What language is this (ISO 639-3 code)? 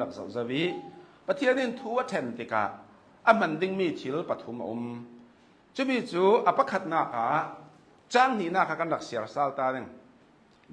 cnh